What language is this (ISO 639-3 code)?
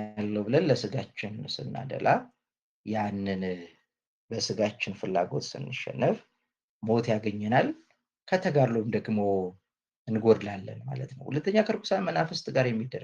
amh